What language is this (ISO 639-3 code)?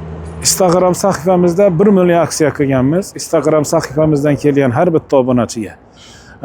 uzb